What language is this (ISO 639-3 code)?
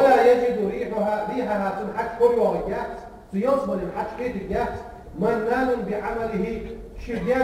inh